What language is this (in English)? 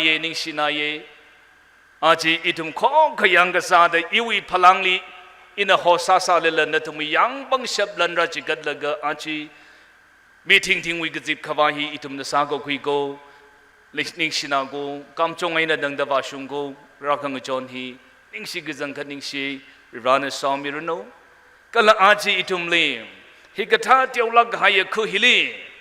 Tangkhul Naga (India)